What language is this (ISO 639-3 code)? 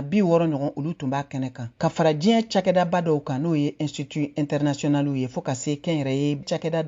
bam